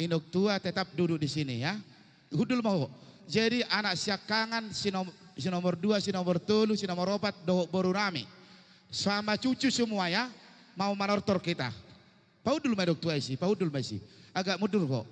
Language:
Batak Toba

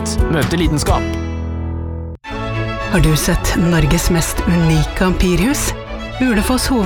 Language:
Norwegian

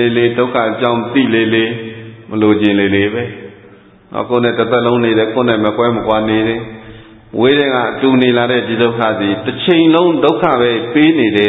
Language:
Burmese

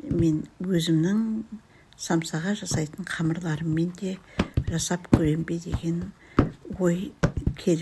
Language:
Kazakh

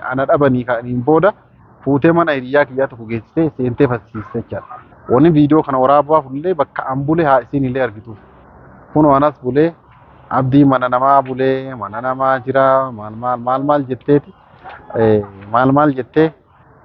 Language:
Oromo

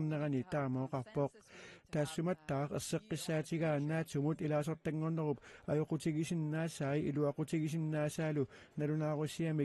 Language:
Kalaallisut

